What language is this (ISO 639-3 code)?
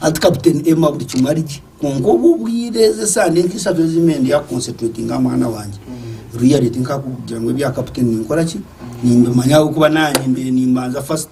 nyn